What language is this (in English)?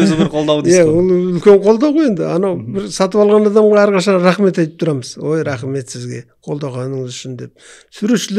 Kazakh